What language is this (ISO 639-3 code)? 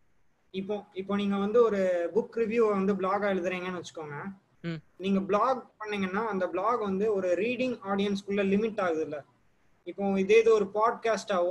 tam